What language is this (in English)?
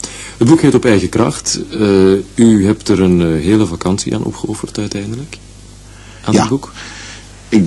Dutch